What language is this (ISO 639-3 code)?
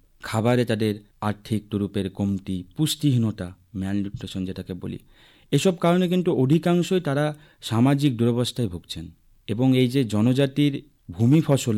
ben